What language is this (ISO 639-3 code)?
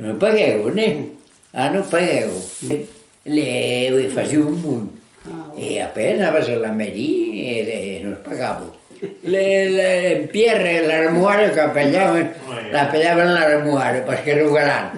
oci